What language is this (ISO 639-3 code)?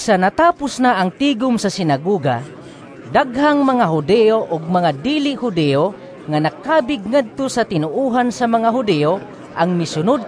ceb